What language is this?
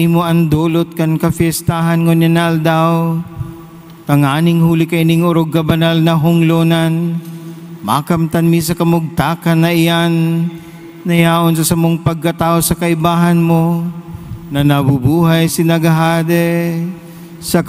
Bikol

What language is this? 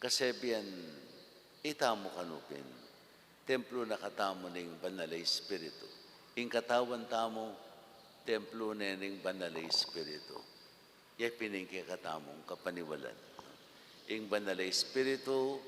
Pampanga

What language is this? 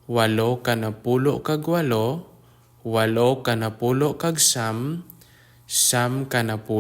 Hiligaynon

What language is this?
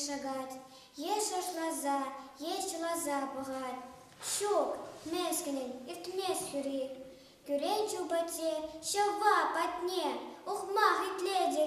Chuvash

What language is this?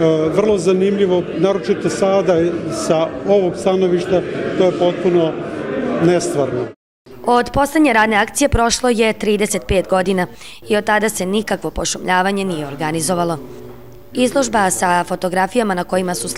Serbian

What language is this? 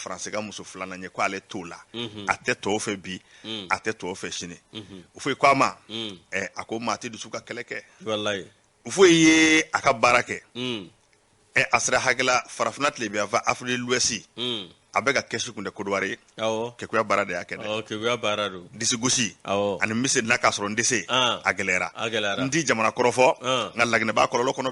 Bambara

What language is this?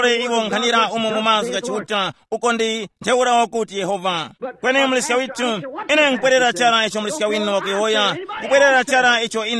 Tumbuka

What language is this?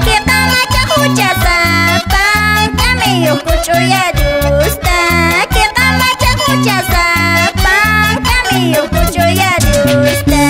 Quechua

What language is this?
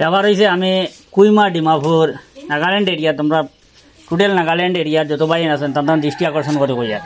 Sylheti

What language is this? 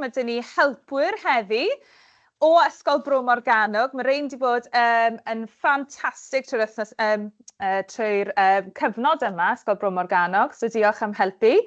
Welsh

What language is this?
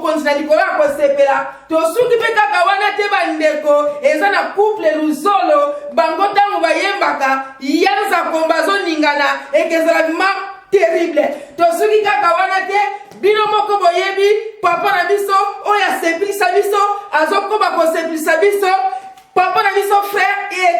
Lingala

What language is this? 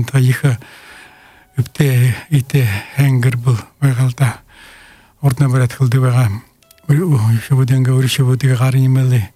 Buriat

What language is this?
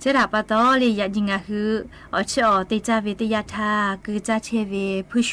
Lahu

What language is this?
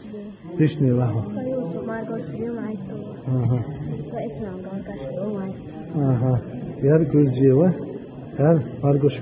Chechen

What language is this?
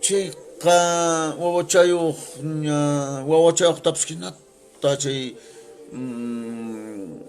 Quechua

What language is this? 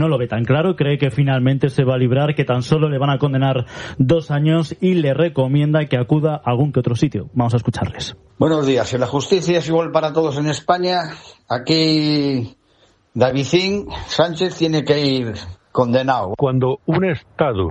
Spanish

